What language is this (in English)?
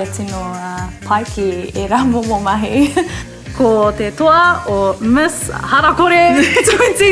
Māori